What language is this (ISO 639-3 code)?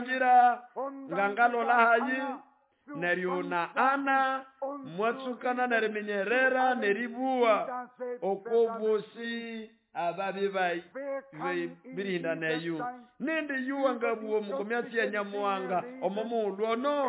nnb